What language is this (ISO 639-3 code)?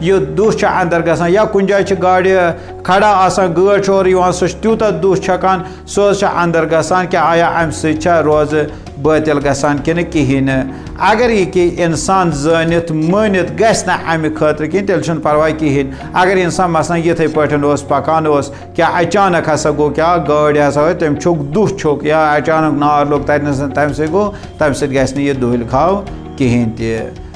kas